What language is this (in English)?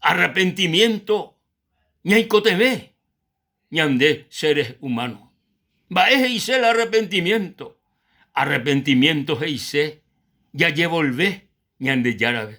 Guarani